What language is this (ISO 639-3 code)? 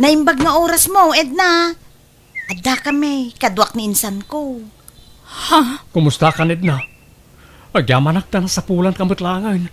ilo